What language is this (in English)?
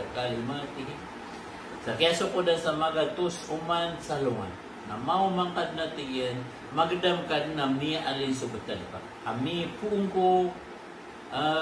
Maranao